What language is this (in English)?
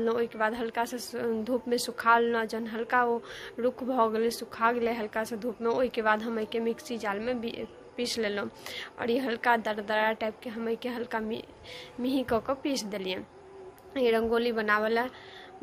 Maithili